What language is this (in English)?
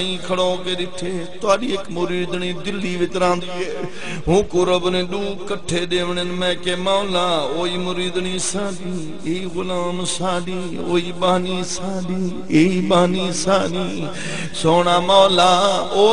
Saraiki